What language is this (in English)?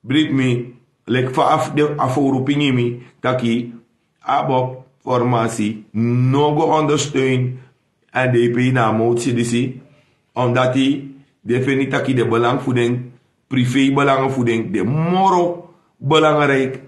Sranan Tongo